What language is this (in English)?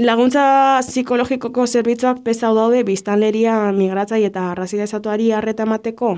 Basque